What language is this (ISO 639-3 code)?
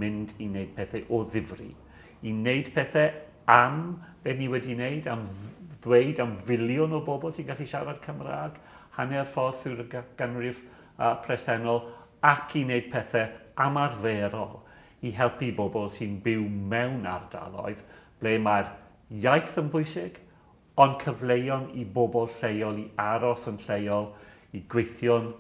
cym